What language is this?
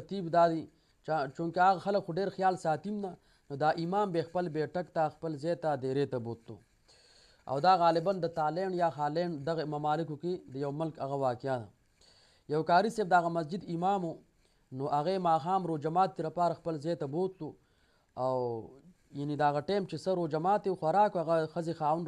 Pashto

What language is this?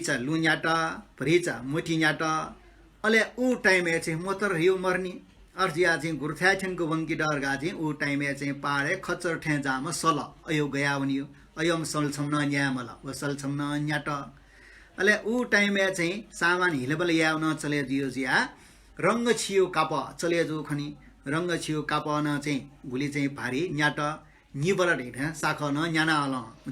Newari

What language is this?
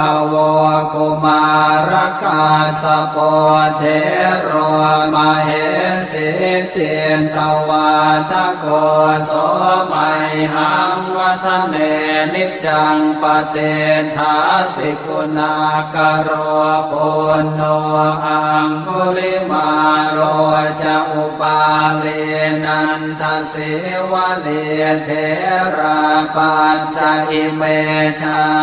Pali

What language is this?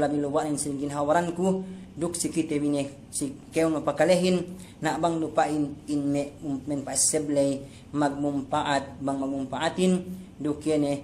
Yakan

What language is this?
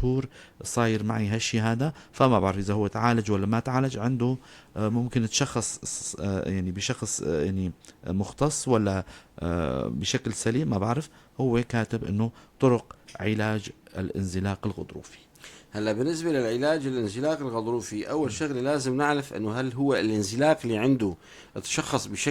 North Levantine Arabic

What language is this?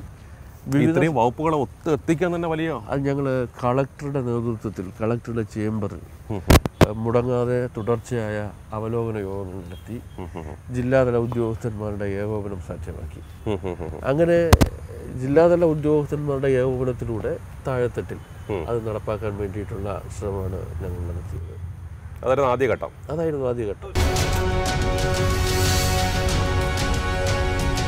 Malayalam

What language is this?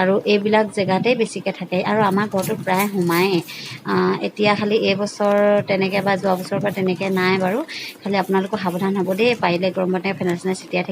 Assamese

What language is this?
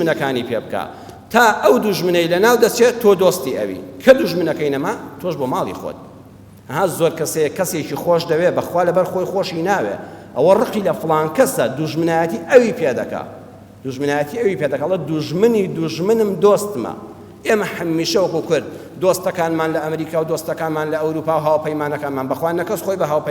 Central Kurdish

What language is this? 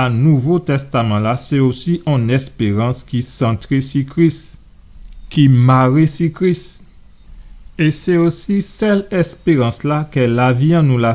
Guadeloupean Creole French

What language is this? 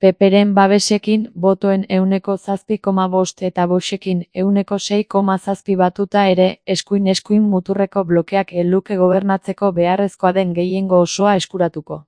Basque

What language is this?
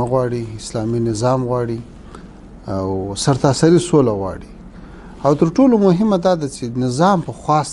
Pashto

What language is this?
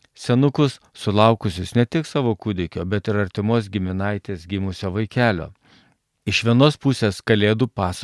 Lithuanian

